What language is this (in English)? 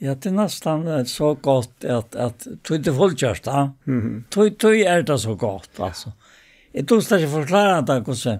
Faroese